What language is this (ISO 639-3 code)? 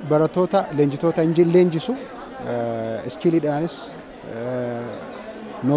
orm